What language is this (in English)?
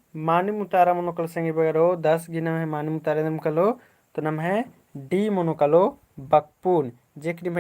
Kurukh